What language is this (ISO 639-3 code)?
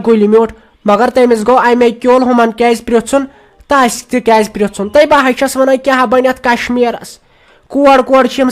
kas